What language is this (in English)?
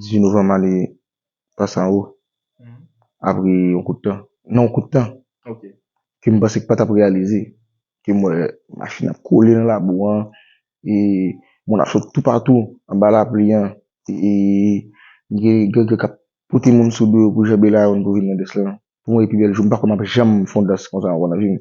Haitian Creole